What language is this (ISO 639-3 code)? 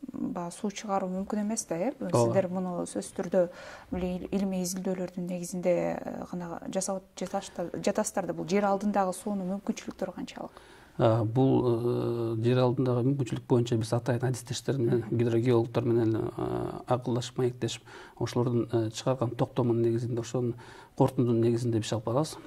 kir